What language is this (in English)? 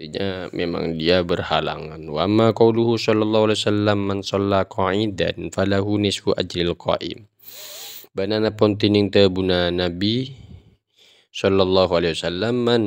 Madurese